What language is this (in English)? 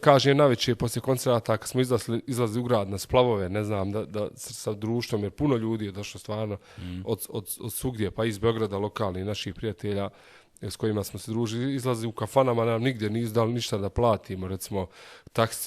Bosnian